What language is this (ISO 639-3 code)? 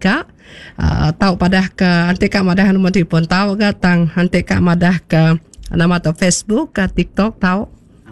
iba